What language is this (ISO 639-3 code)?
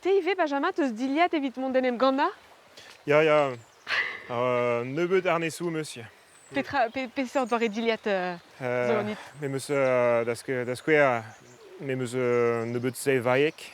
bre